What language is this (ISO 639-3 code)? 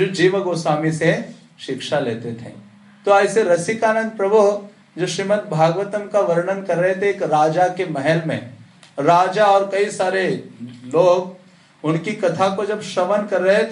hin